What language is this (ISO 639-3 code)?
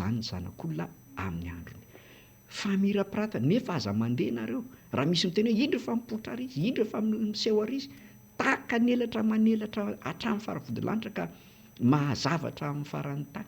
mlg